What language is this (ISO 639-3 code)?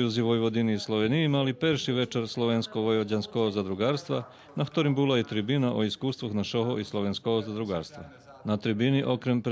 rue